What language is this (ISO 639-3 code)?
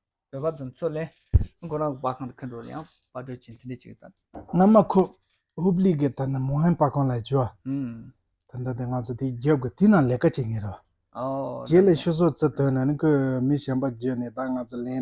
bod